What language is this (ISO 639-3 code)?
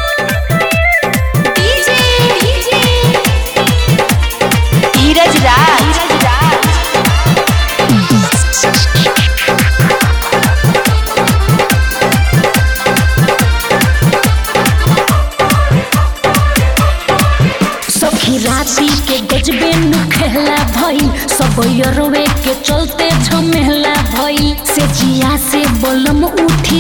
bho